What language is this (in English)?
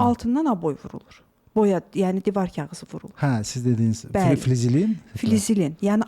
Azerbaijani